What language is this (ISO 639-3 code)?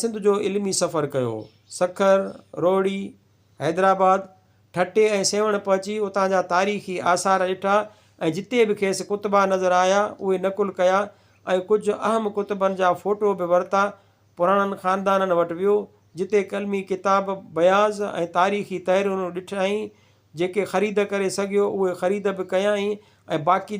snd